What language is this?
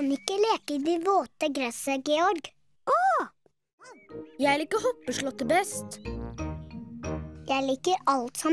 Norwegian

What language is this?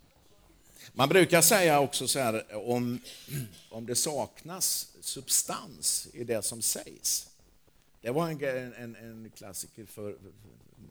Swedish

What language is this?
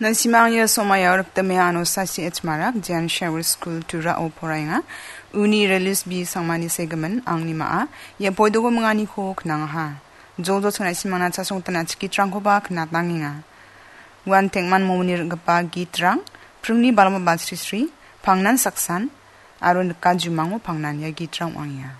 Garo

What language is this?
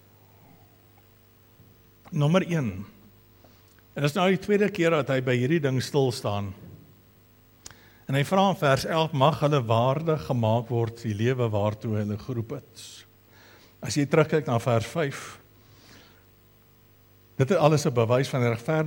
Afrikaans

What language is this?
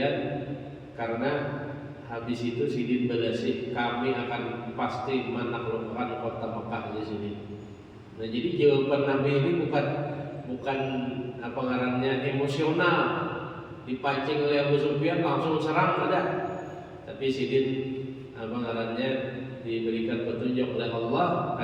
Banjar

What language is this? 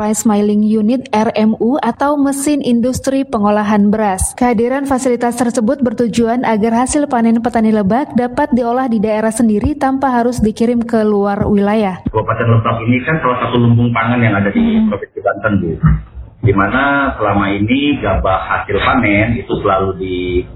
Indonesian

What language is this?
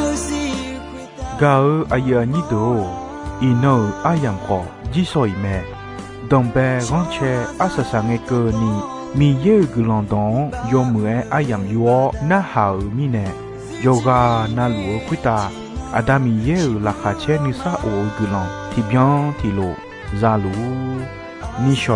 Akha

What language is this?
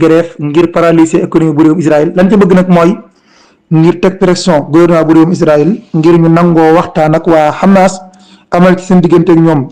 Wolof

